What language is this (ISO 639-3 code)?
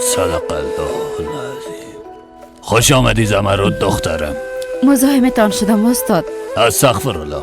fas